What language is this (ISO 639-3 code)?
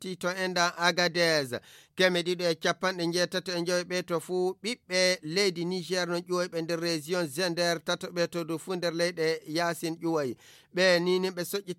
ful